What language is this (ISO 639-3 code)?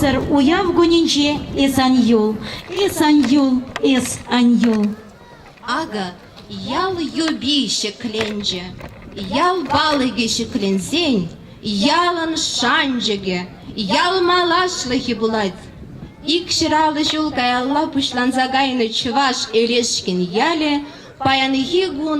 chv